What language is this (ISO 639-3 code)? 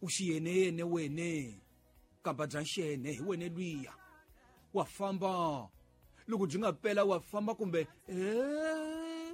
tso